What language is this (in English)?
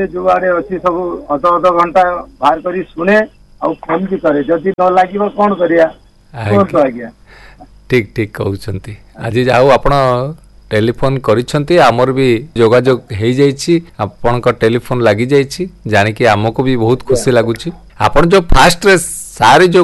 Odia